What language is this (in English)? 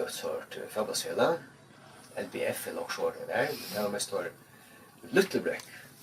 Faroese